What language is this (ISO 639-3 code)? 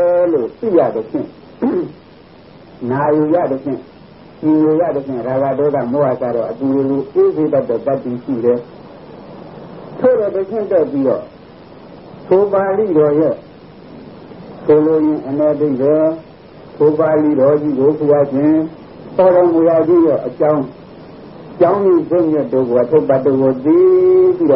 mya